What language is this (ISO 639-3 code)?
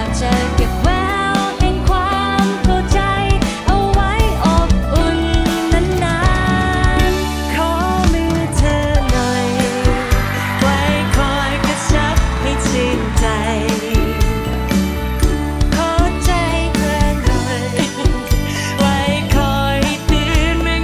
tha